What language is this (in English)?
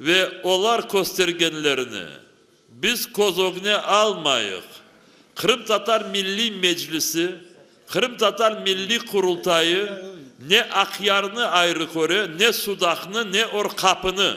Crimean Tatar